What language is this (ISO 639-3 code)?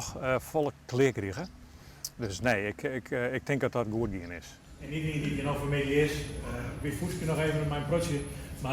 fry